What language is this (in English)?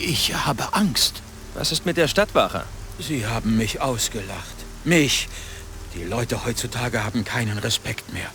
Bavarian